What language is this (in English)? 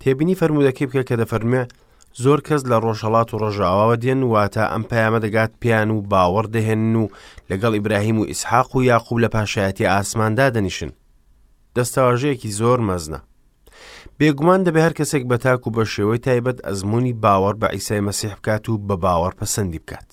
Central Kurdish